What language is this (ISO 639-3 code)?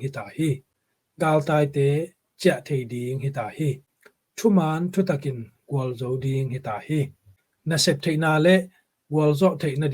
ctd